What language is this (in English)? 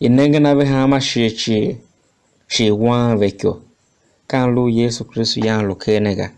Tiv